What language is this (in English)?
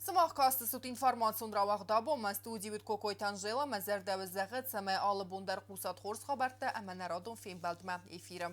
Ossetic